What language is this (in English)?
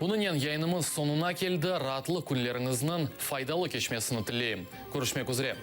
Crimean Tatar